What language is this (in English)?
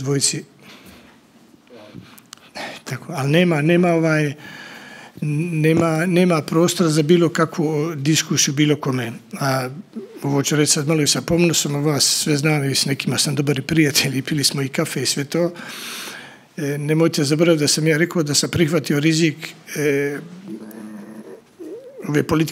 Bosnian